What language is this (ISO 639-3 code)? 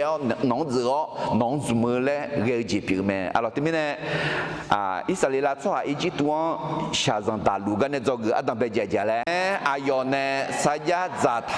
ahk